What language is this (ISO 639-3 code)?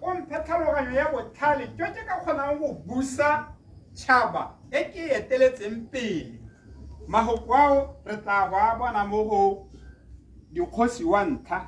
tsn